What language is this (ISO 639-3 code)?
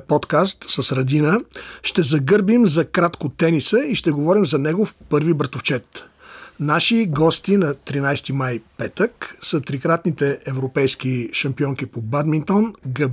bul